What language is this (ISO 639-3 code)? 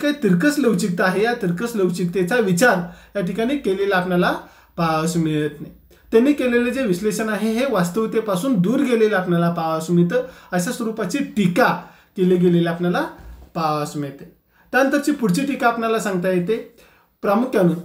mar